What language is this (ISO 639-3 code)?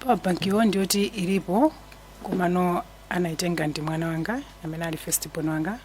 nya